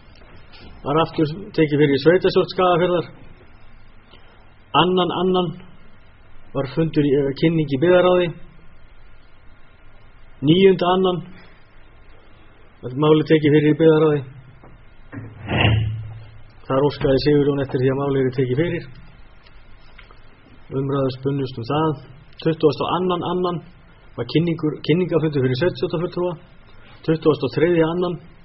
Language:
Icelandic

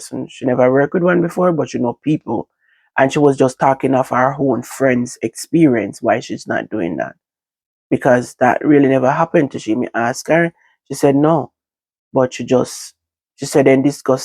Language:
Jamaican Creole English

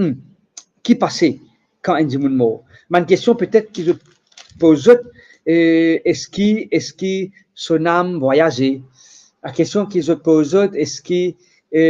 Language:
Morisyen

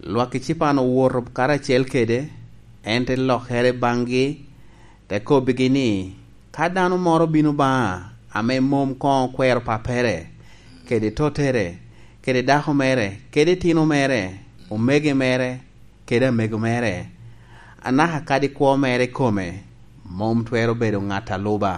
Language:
Lango (Uganda)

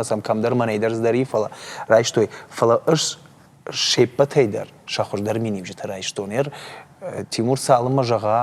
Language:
Ossetic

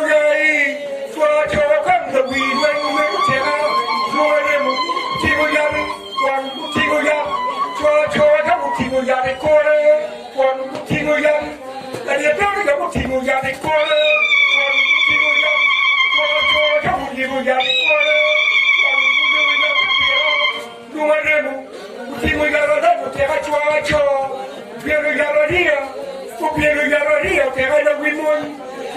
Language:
Acoli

